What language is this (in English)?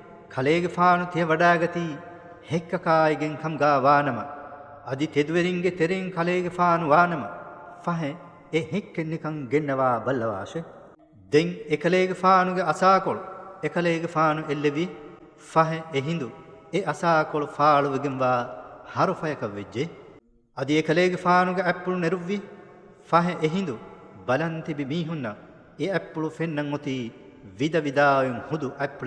Divehi